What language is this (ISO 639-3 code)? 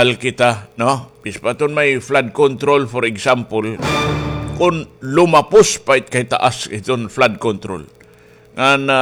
war